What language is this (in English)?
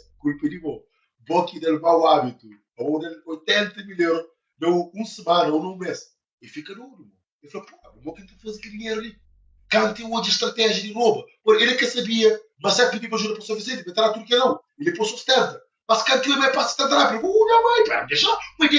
Kabuverdianu